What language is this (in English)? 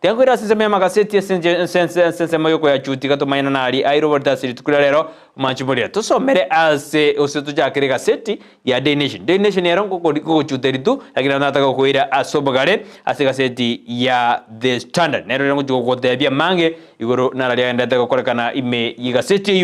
Gusii